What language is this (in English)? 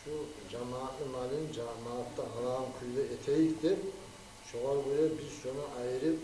Kumyk